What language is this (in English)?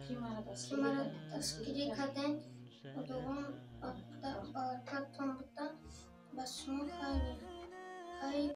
Tajik